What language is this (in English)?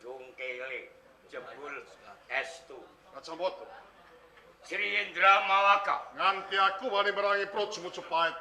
Javanese